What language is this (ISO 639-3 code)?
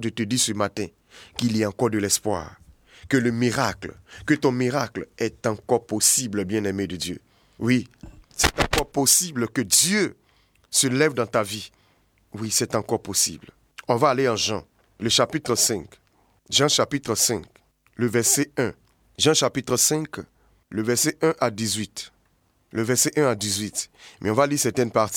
fra